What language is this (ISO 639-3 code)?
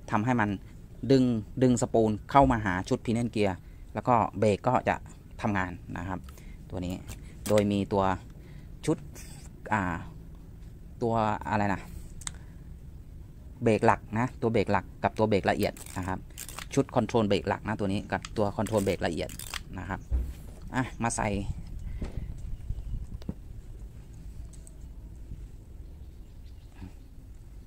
tha